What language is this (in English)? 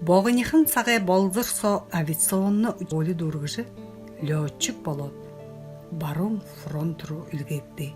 Buriat